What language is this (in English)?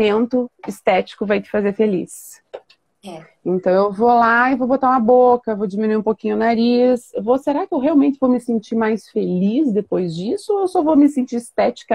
Portuguese